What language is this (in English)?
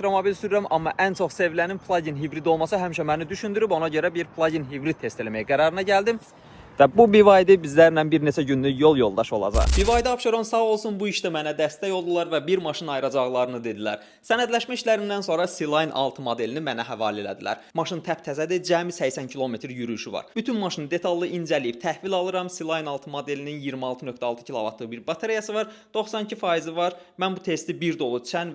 Azerbaijani